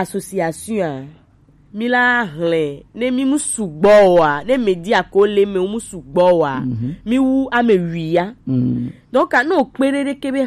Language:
Gen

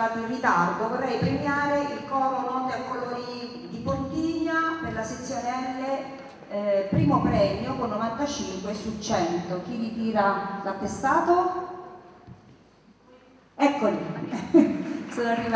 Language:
Italian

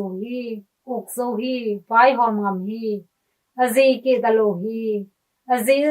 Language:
Tedim Chin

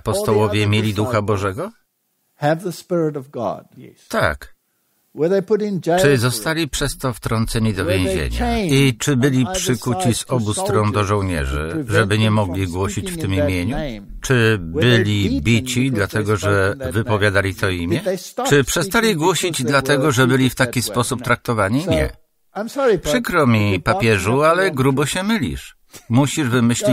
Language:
Polish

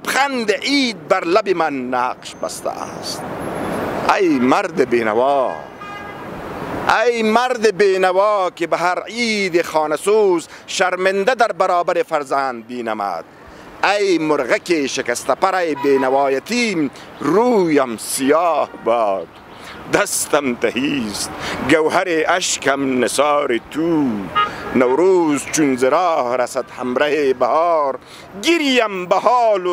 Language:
Persian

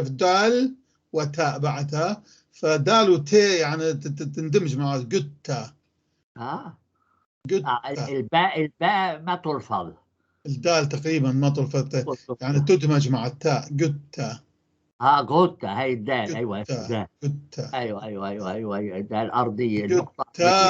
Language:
North Levantine Arabic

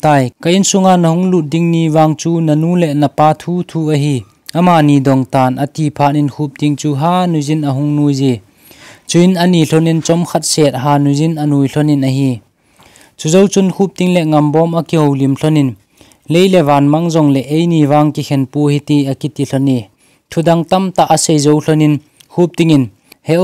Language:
Thado Chin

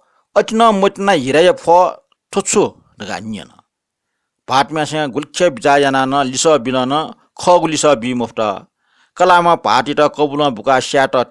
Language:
Newari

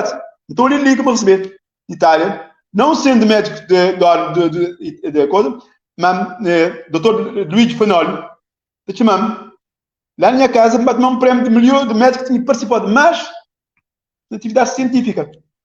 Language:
Kabuverdianu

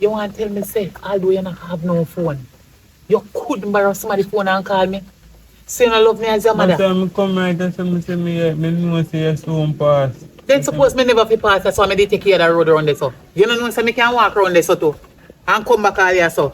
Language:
Jamaican Creole English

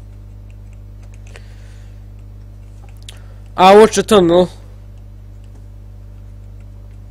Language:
Norwegian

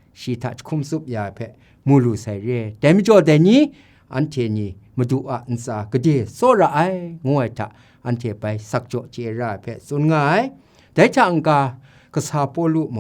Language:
Kachin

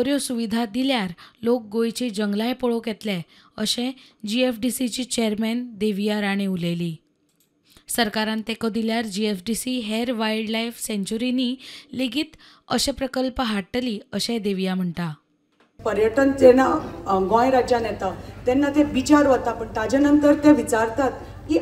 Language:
Konkani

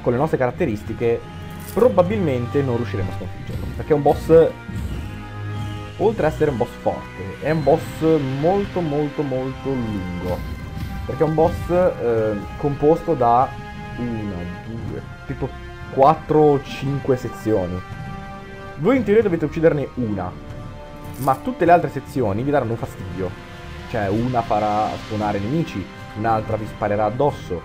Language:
Italian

